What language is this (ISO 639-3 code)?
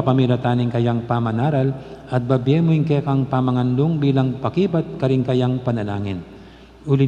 pam